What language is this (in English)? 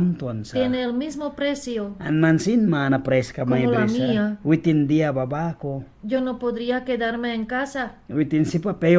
Mískito